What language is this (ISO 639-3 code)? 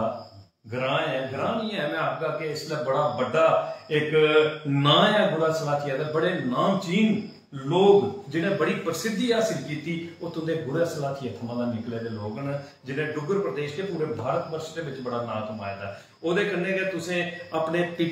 doi